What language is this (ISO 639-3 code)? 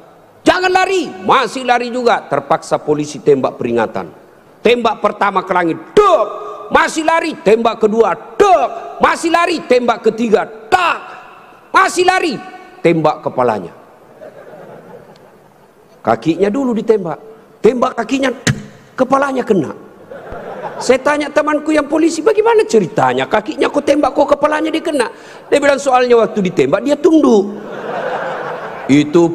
ind